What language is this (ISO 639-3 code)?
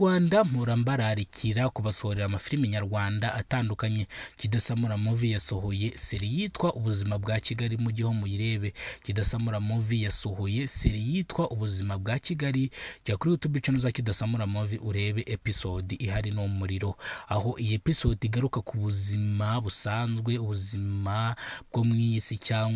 kin